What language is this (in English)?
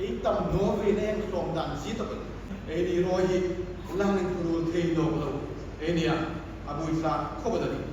Hmar